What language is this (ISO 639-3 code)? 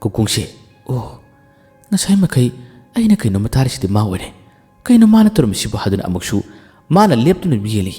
mni